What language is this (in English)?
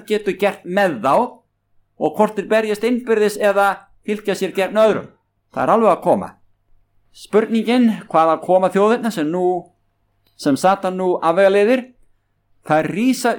Icelandic